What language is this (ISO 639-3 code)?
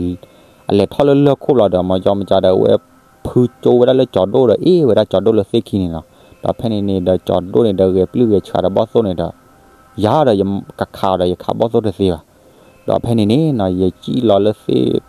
ksw